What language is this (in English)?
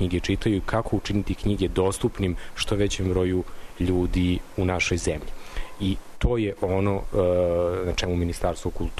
Serbian